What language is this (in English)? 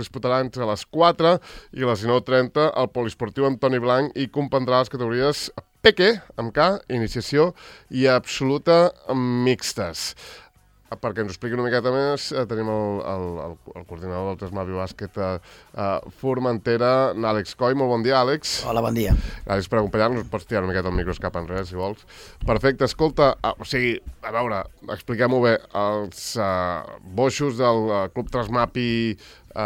Catalan